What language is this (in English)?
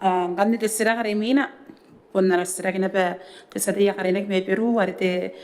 Gilbertese